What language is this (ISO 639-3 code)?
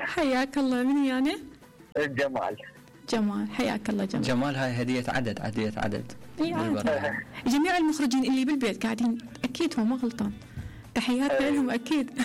acm